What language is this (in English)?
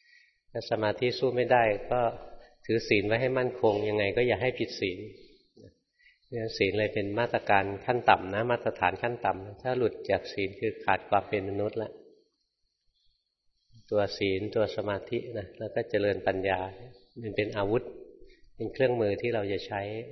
Thai